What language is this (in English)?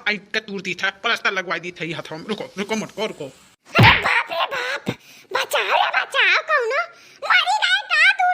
Awadhi